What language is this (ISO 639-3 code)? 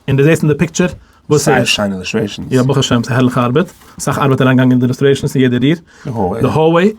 yid